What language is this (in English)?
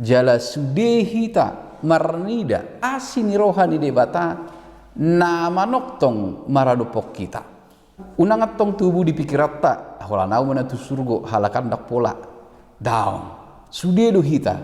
Batak Toba